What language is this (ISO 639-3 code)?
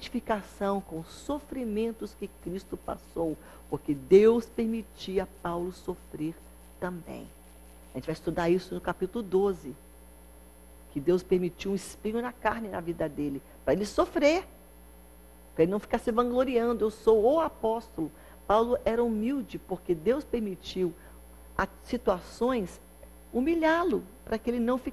por